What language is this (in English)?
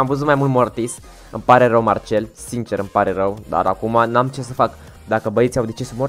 Romanian